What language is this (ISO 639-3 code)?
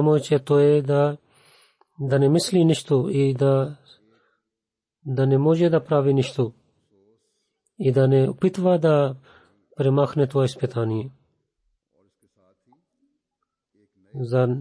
bul